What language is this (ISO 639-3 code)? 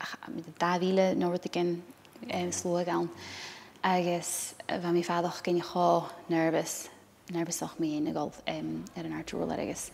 gla